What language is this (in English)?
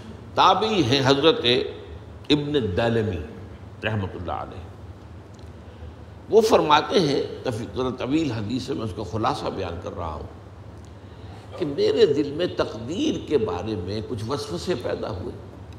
Urdu